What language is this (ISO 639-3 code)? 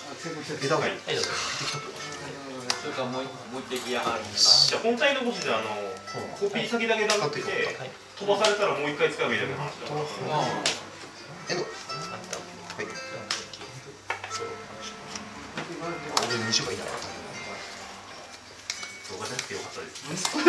jpn